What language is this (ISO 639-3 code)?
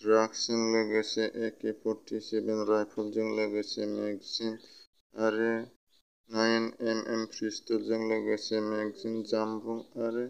brx